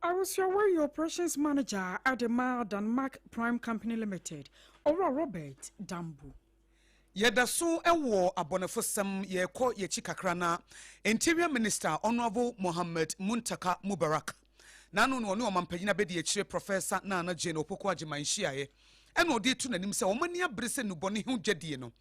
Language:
Akan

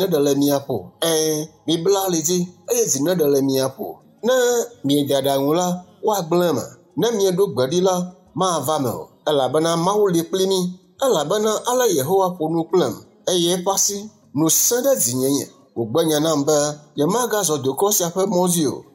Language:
Ewe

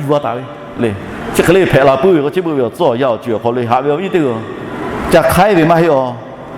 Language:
Lahu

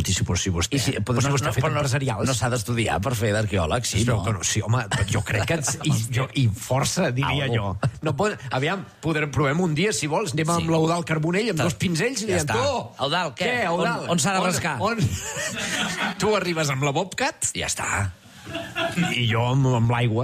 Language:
Catalan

